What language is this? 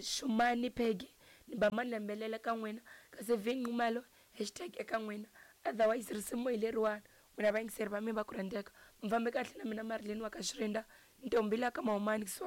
Tsonga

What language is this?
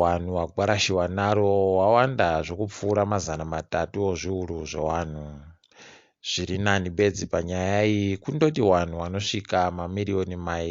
Ndau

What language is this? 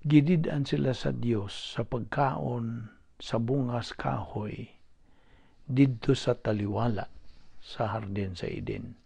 Cebuano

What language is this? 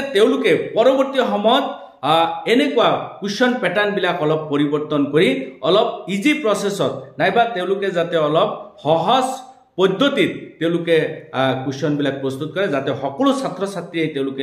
Assamese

